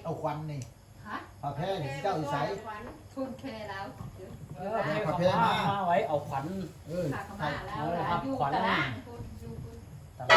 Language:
Northeastern Thai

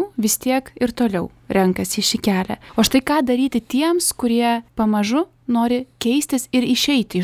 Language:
Lithuanian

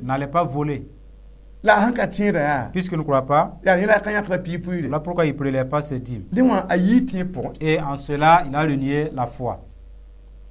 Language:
Mossi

